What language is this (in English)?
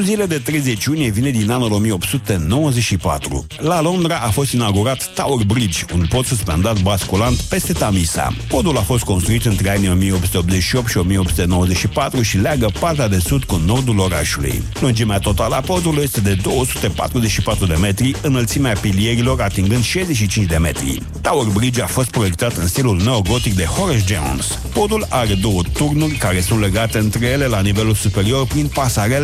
Romanian